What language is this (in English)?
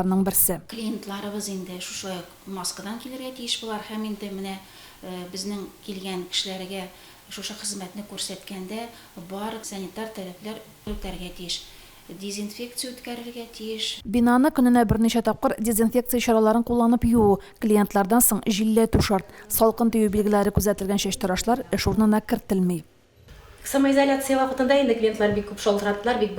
Tatar